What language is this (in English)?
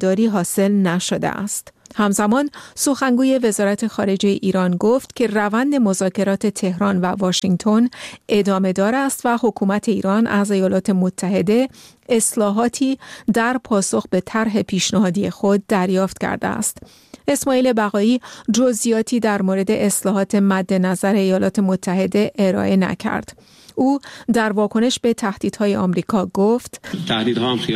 Persian